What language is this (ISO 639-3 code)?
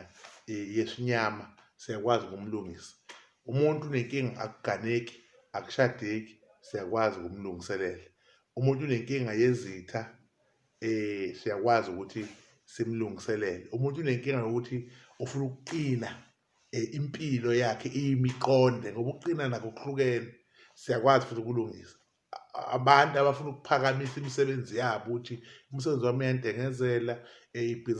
zul